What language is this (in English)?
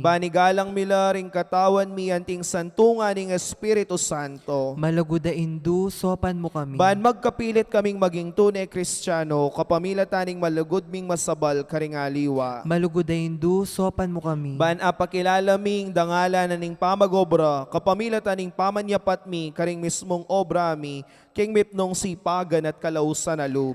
Pampanga